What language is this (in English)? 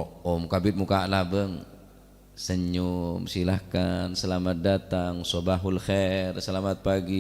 Madurese